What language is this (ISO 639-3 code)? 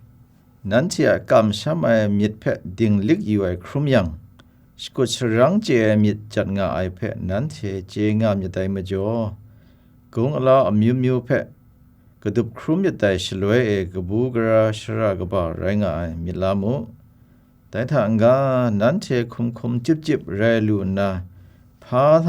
kac